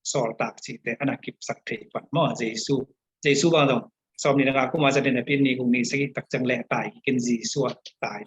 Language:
Tedim Chin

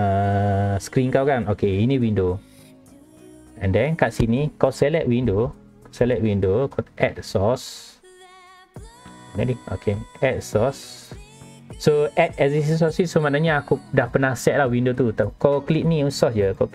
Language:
Malay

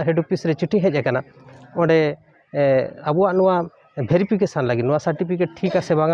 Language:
Santali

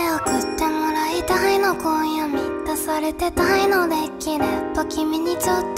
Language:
Japanese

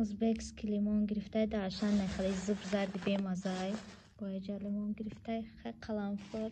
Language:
Tajik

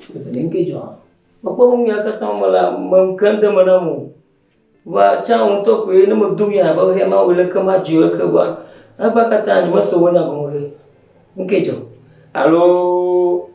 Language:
Ewe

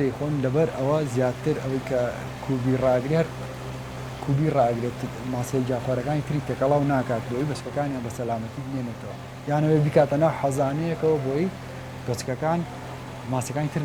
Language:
Central Kurdish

